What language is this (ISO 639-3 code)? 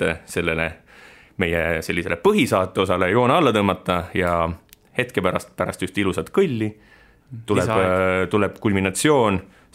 est